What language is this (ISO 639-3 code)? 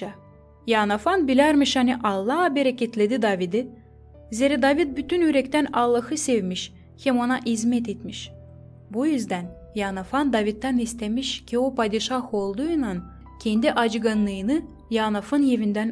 gag